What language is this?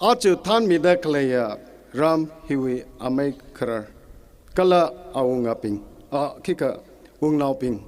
Tangkhul Naga (India)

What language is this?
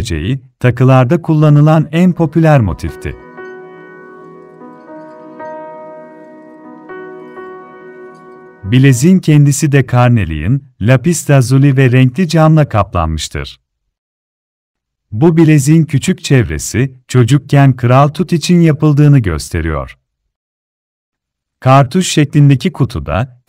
Turkish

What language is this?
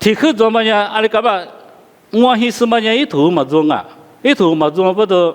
Lisu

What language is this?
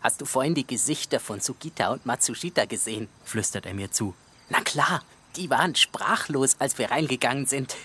Swiss German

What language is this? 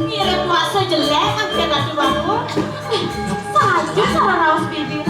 Balinese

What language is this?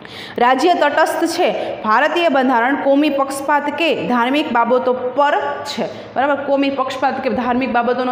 Gujarati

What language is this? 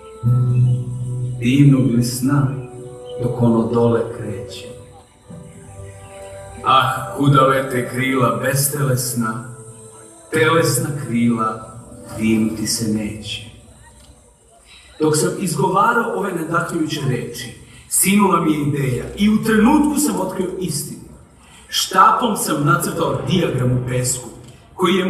Serbian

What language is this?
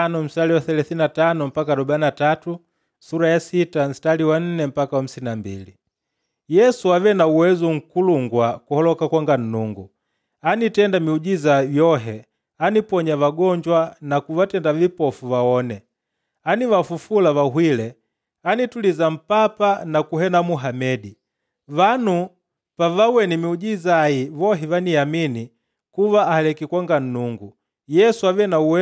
Makonde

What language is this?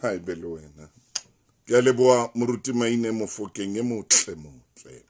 Southern Sotho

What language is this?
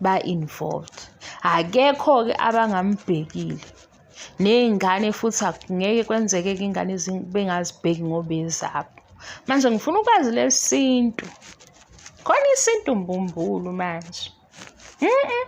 Zulu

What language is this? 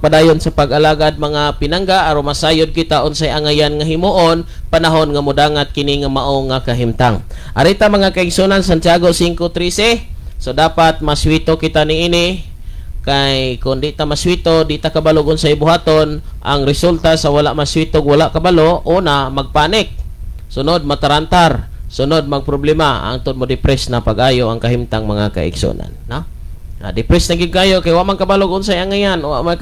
Cebuano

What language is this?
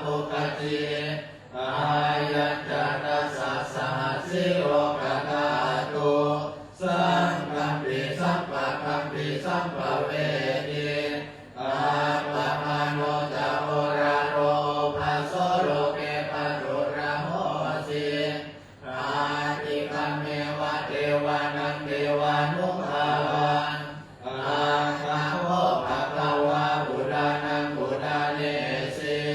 Pali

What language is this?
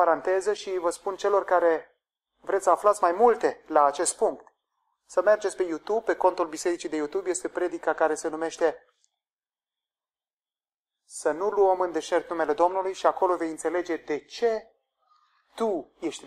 Romanian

